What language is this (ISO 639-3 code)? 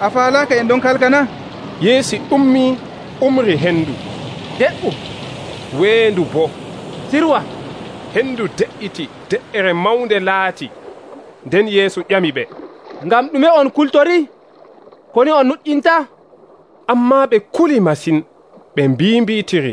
fuv